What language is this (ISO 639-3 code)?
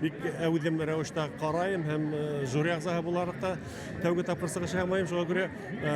bak